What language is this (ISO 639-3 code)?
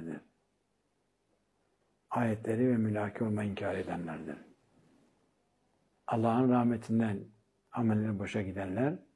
tur